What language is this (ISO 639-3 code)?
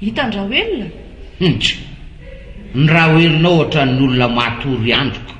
mlg